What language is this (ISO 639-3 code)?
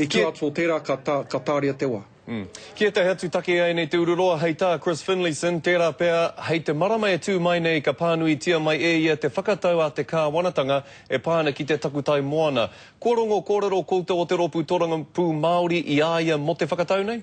mri